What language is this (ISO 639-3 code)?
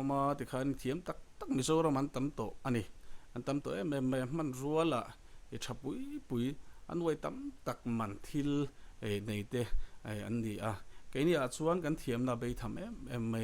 lus